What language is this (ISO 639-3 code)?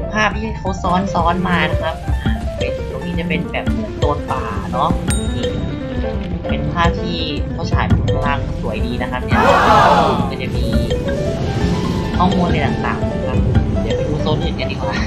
tha